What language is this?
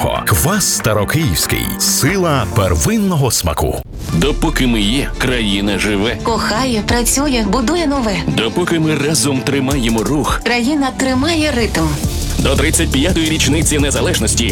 Ukrainian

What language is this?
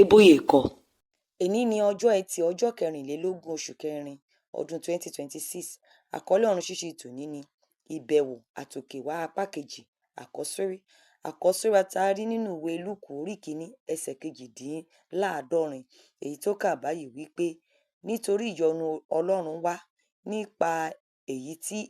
Yoruba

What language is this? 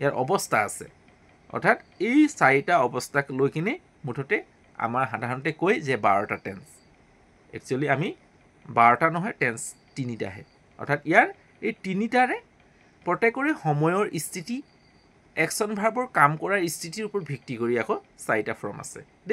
Assamese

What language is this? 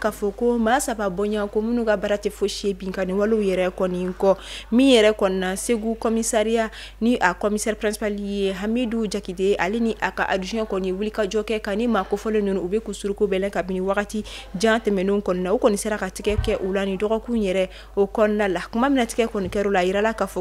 Bambara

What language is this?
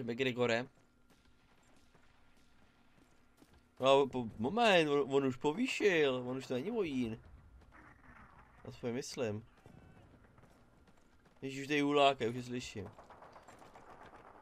Czech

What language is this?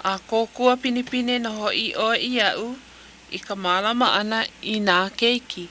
Hawaiian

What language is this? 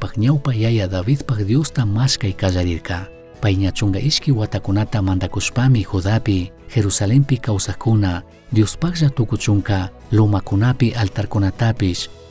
Chimborazo Highland Quichua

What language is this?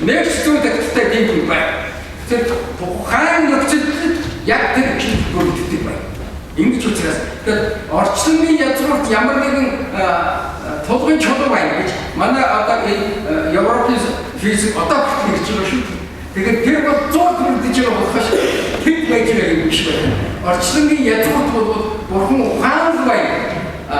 Mongolian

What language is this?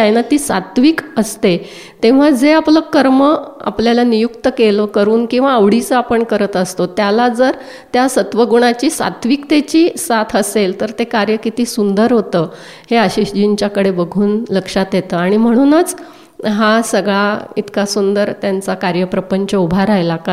Marathi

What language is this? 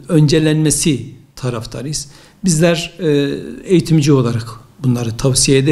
Turkish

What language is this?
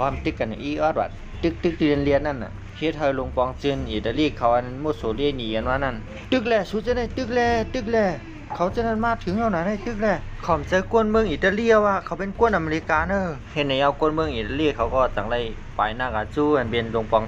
Shan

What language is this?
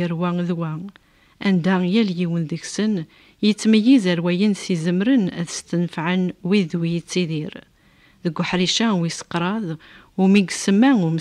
Kabyle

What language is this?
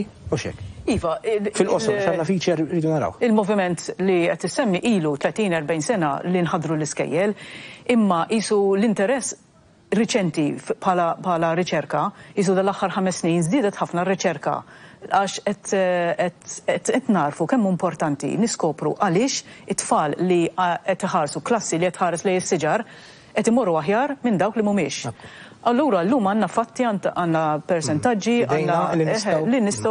Maltese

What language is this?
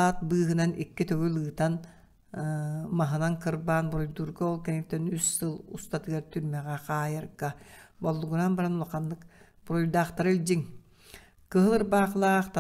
Yakut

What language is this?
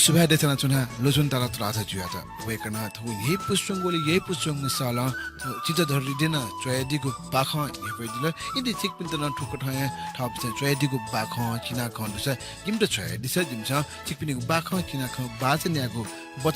Newari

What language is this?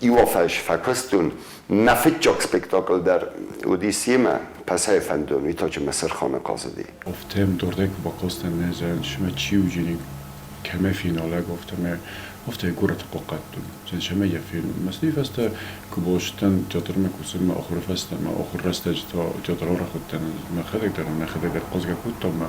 Ossetic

